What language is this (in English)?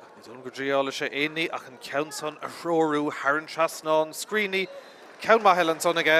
Irish